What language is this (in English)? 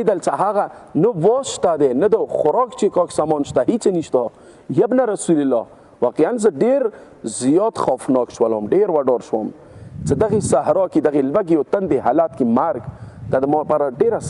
Pashto